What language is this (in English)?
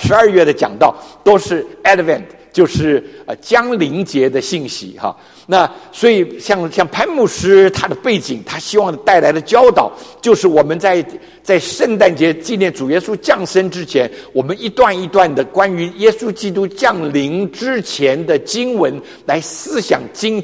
Chinese